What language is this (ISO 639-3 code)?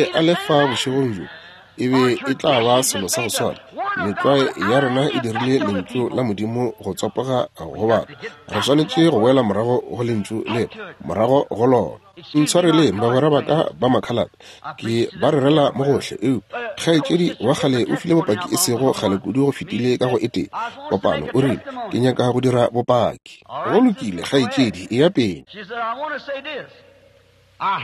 nso